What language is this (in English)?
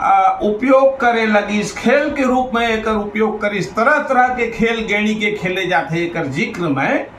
Chhattisgarhi